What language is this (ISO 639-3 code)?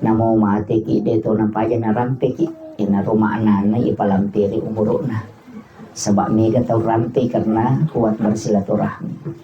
bug